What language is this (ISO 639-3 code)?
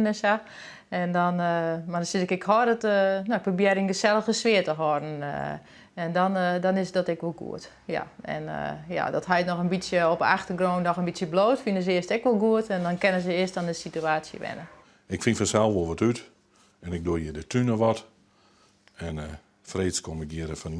fry